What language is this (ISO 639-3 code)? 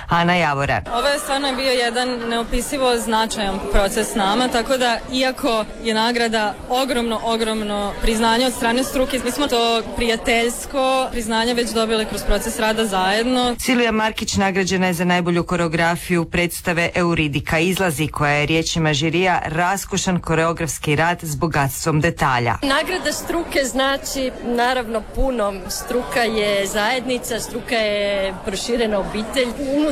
hrv